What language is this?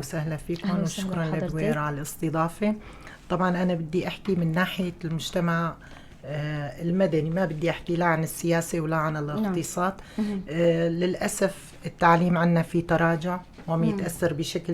North Levantine Arabic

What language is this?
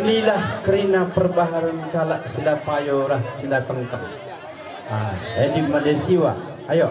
Batak Karo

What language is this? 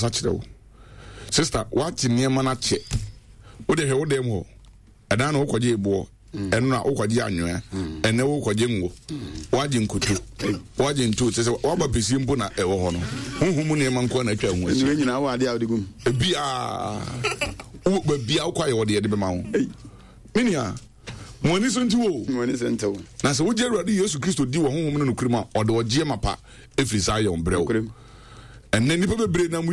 Akan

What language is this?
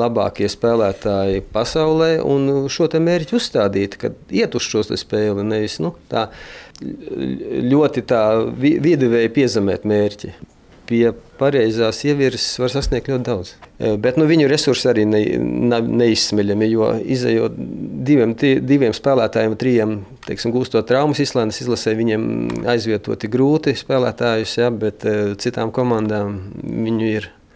Latvian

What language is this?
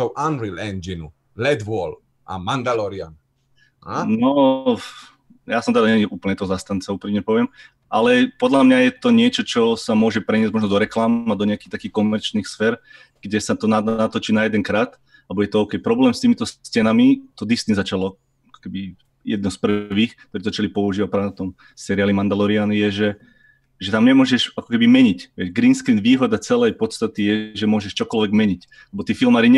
Slovak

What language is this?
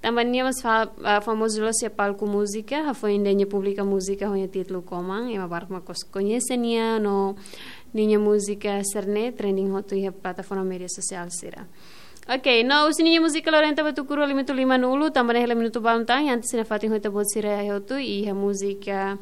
Tetum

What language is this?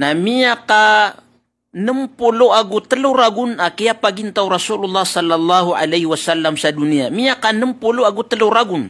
Maranao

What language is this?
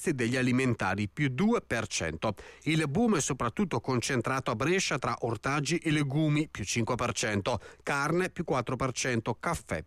Italian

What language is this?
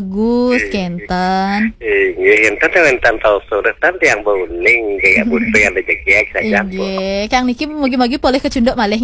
Balinese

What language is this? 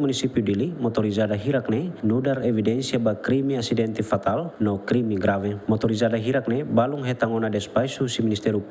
Tetum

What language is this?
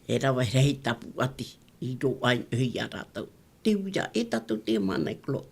Tahitian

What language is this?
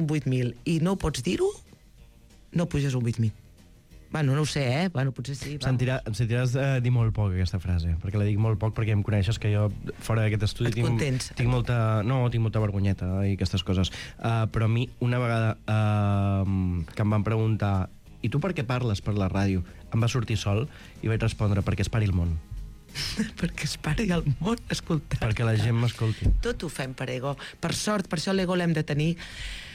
Catalan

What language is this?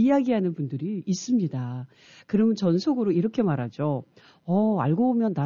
Korean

